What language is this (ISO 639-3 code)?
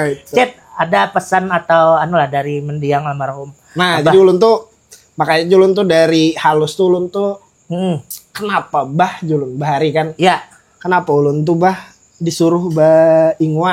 bjn